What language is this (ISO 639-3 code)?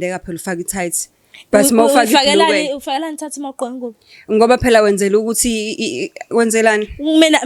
zul